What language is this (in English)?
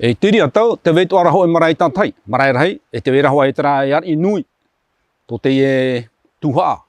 Tahitian